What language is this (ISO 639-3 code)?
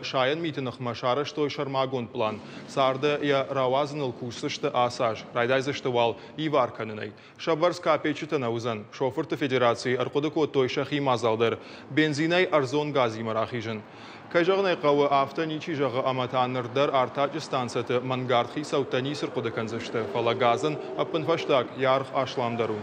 oss